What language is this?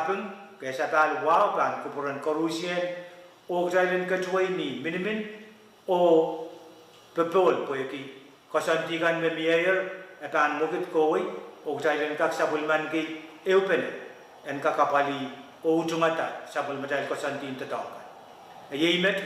Pohnpeian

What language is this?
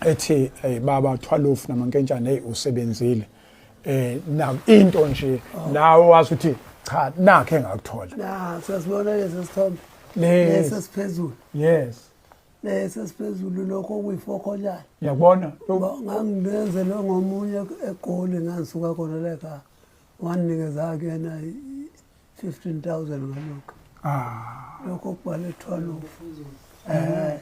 Zulu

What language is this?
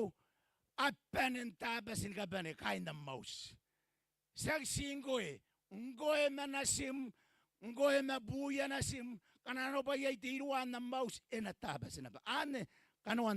Gilbertese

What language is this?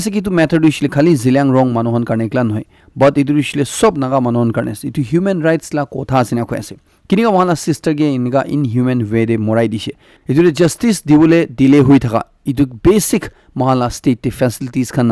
Naga Pidgin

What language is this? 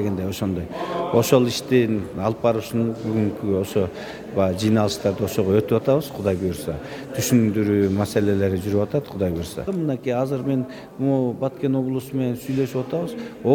Kyrgyz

